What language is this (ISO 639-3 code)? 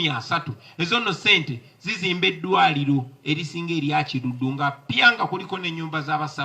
lug